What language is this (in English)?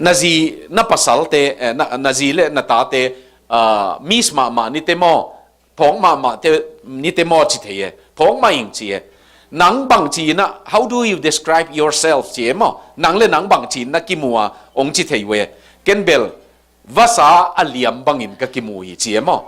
Tedim Chin